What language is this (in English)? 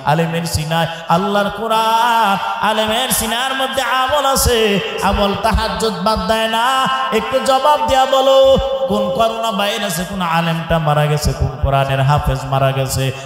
Bangla